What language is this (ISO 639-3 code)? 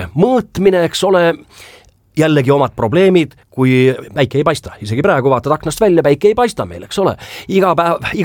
est